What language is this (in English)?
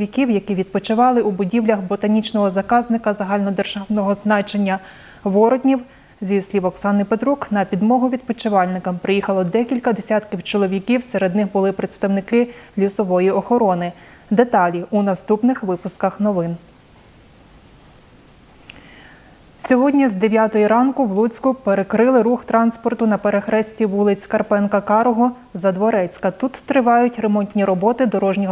Ukrainian